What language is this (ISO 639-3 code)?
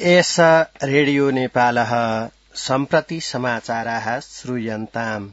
san